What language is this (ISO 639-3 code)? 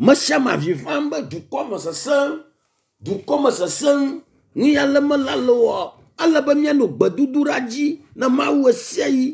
ewe